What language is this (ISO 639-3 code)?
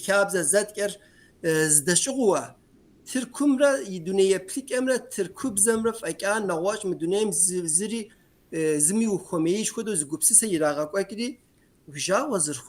kbd